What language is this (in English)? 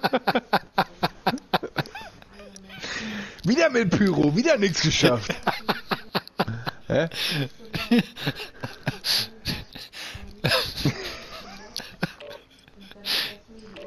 German